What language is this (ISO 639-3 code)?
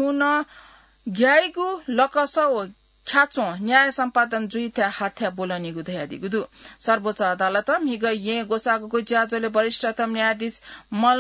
new